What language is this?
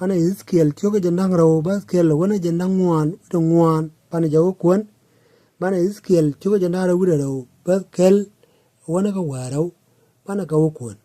Nuer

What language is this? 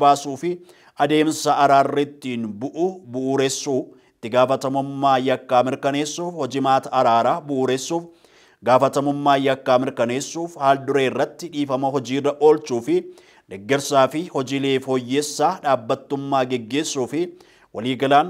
Oromo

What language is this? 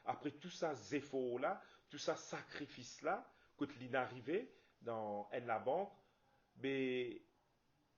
Morisyen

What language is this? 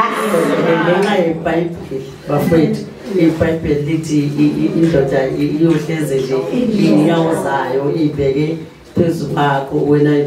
Zulu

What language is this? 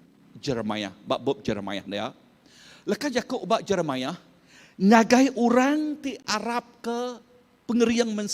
Iban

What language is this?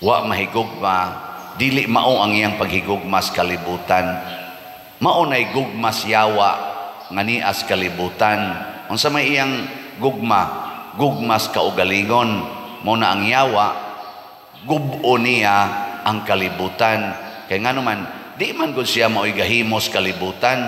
Cebuano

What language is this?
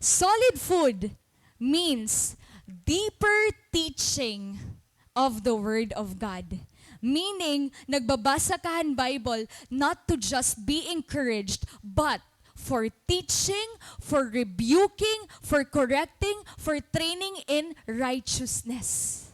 Waray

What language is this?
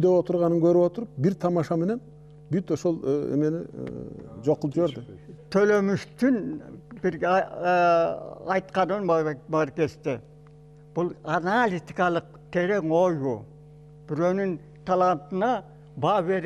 Kyrgyz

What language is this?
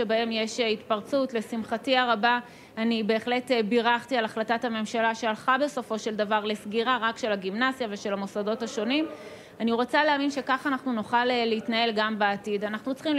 Hebrew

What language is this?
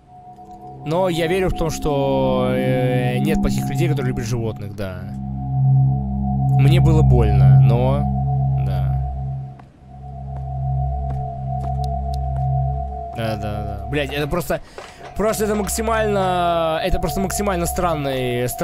Russian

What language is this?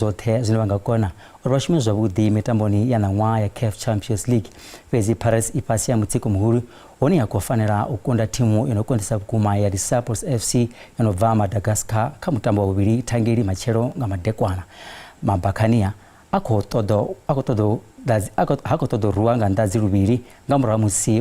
Venda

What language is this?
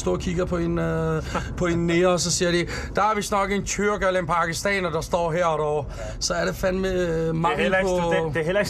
Danish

